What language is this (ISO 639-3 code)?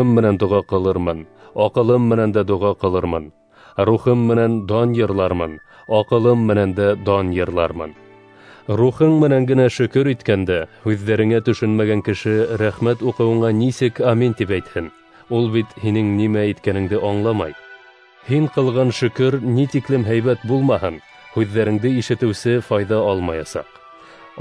bak